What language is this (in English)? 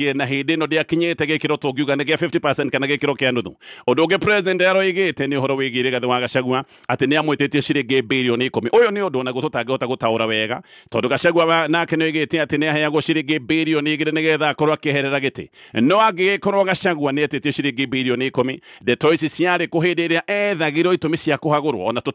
Kikuyu